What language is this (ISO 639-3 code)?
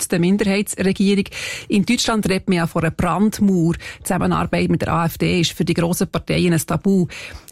deu